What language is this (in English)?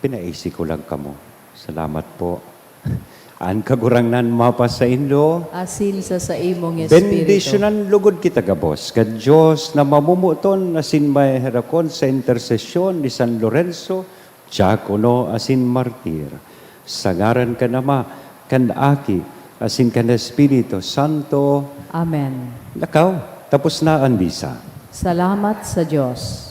Bikol